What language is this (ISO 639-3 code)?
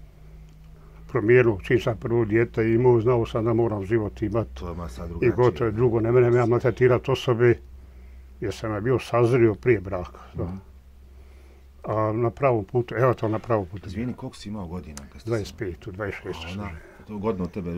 bos